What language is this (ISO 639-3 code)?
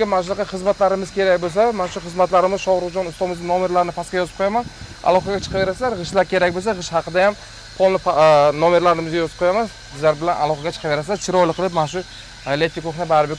uzb